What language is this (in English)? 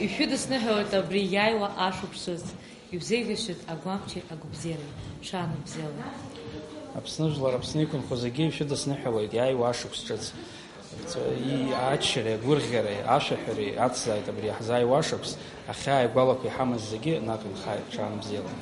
Abkhazian